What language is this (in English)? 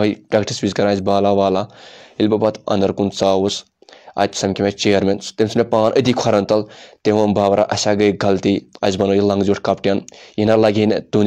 Kashmiri